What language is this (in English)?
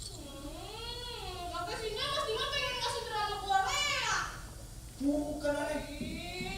Betawi